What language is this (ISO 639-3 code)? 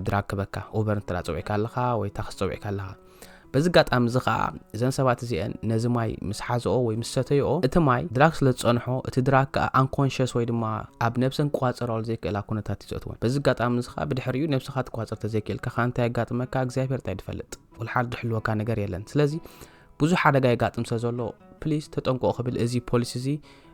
tir